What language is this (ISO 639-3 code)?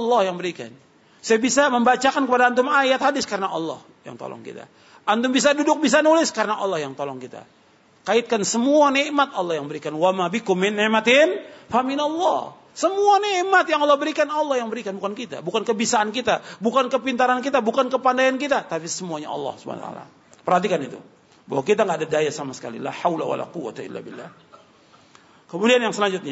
ind